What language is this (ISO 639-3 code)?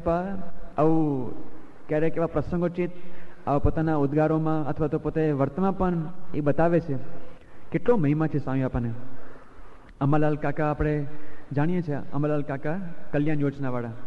guj